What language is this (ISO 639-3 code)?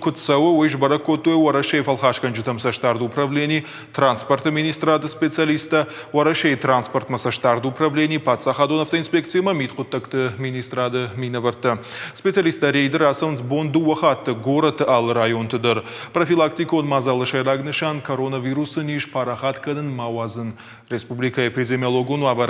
oss